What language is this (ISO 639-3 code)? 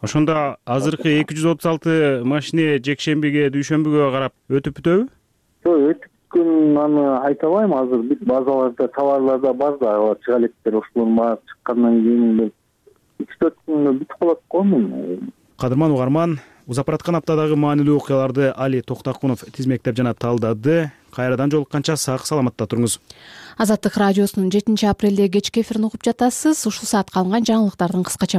kir